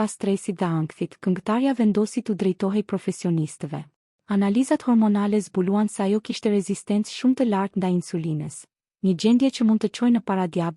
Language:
Albanian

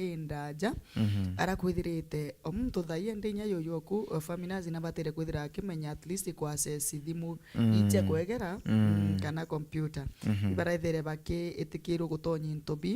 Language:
Meru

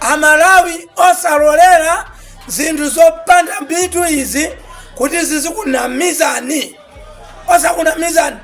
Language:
Nyanja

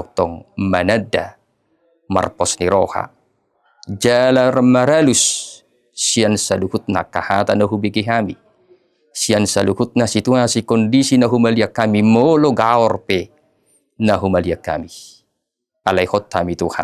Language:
Batak Toba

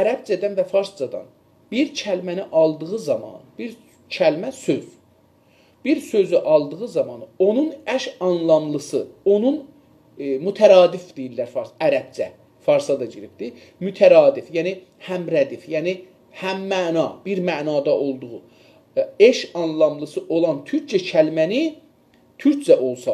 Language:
South Azerbaijani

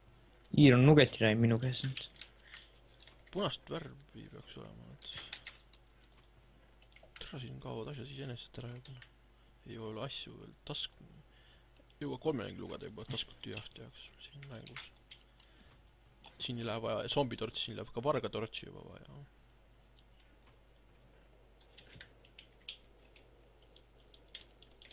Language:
Estonian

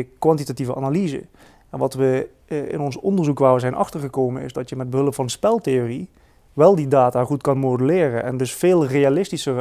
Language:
Dutch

